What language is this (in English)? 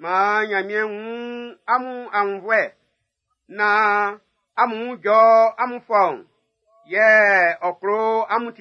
Baoulé